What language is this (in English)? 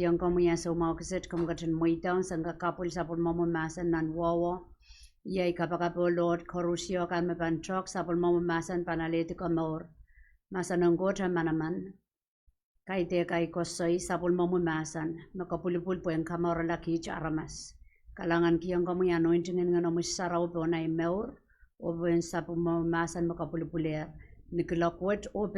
Pohnpeian